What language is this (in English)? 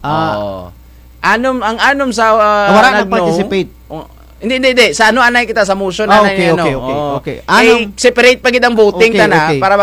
Kinaray-a